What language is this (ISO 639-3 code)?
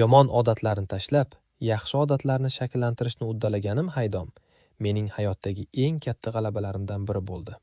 uzb